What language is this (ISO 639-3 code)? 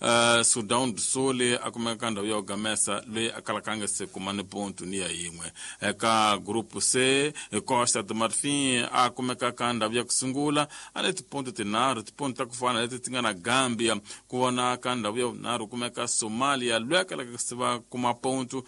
tso